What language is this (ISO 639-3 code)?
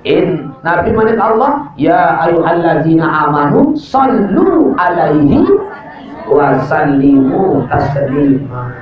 sas